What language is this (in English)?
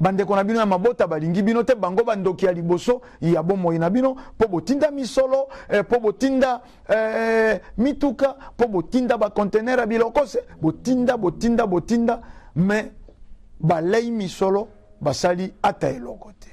Lingala